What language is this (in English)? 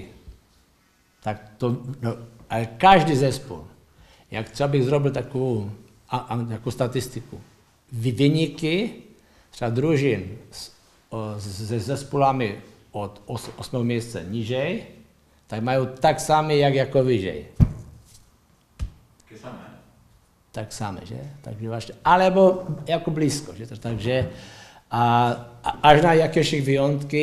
Polish